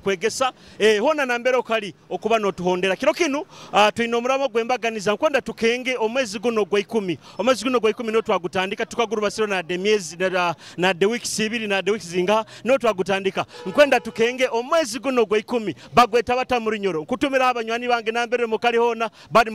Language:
Nyoro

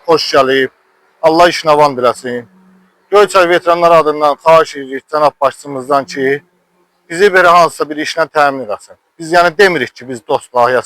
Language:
Azerbaijani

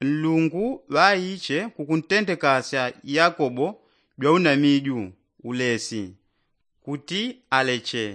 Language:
Yao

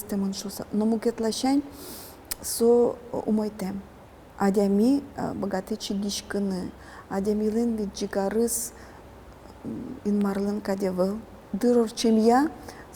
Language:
Udmurt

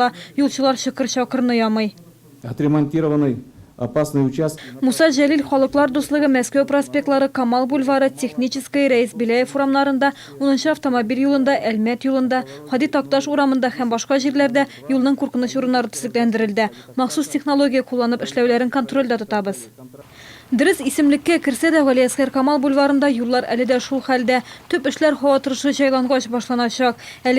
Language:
Tatar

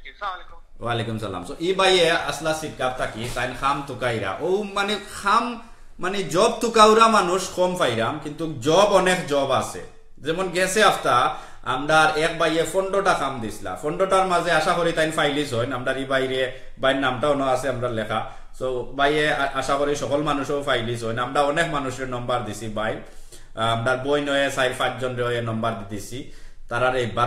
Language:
Sylheti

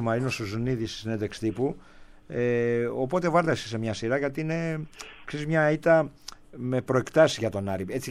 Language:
Greek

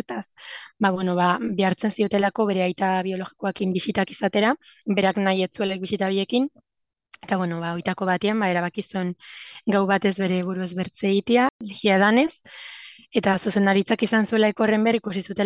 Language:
Basque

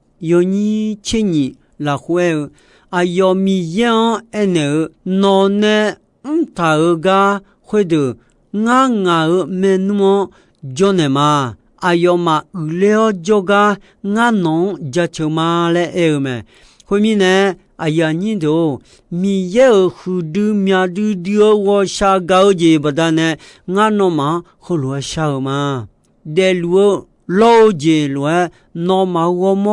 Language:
Akha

